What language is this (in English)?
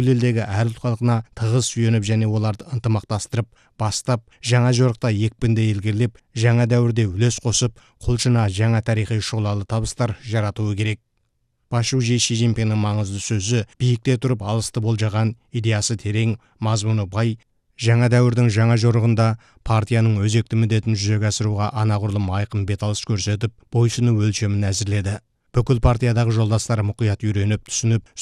Kazakh